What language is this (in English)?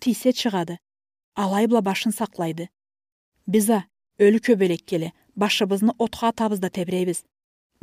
Karachay-Balkar